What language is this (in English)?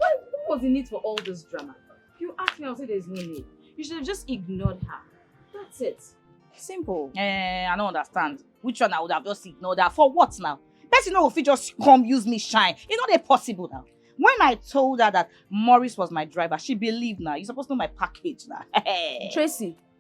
Nigerian Pidgin